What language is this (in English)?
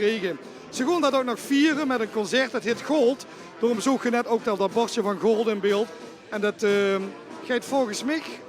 Limburgish